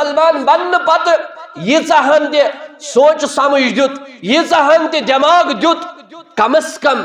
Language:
Kashmiri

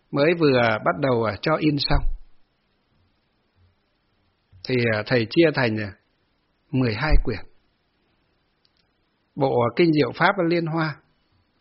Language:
Vietnamese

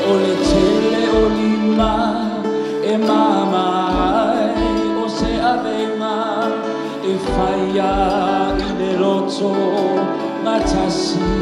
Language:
Samoan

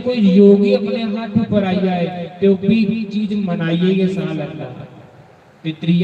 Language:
Dogri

